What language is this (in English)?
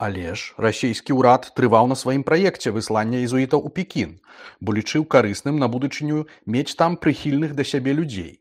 Belarusian